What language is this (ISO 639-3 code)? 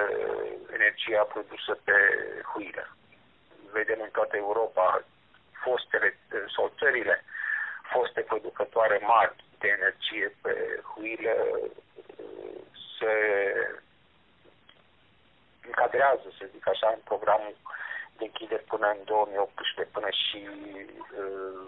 ron